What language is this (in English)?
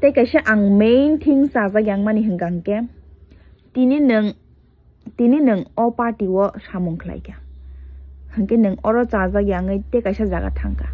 Kok Borok